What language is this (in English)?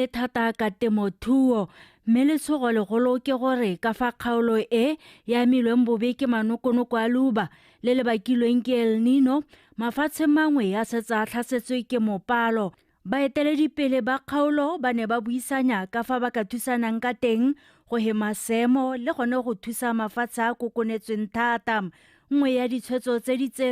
Tswana